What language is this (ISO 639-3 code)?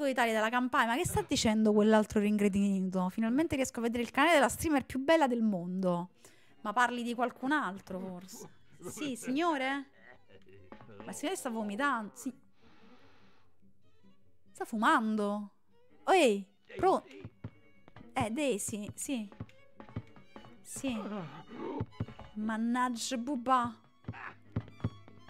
ita